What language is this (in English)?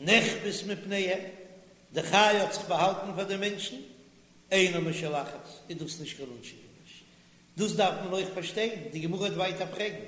Yiddish